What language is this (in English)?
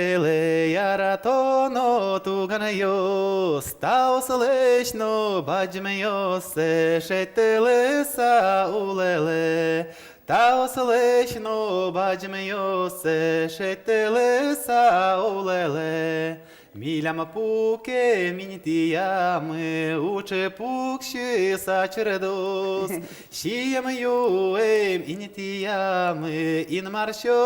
Udmurt